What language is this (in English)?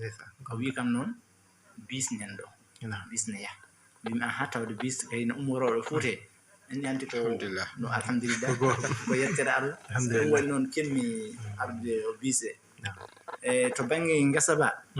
Fula